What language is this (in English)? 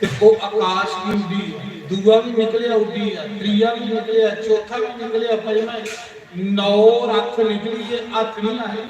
Dogri